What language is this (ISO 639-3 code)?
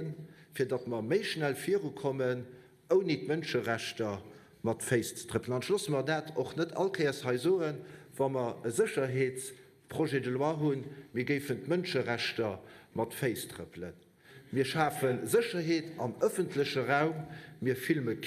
ltz